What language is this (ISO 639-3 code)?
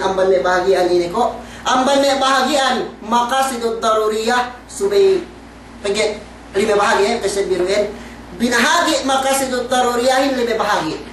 yka